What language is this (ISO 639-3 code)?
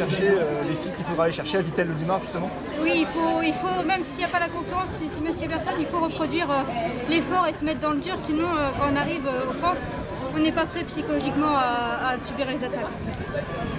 fra